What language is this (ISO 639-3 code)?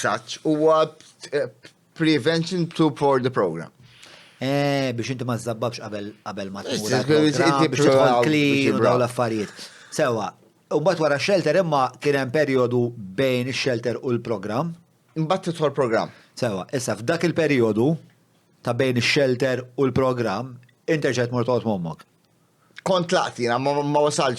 mlt